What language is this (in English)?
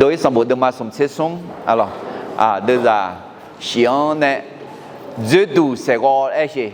Akha